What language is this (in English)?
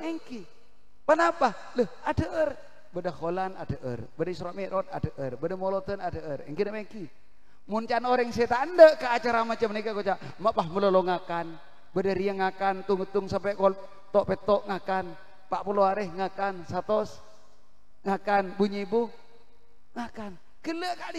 Madurese